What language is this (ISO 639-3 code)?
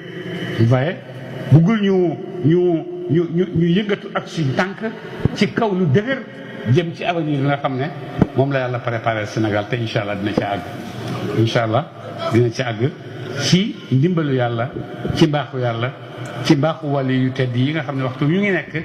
wol